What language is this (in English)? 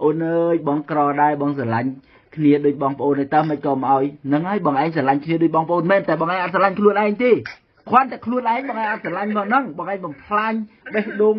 Khmer